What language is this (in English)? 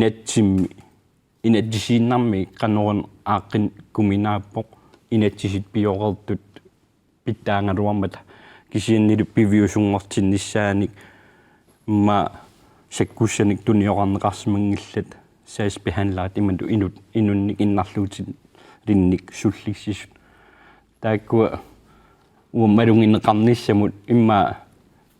Kalaallisut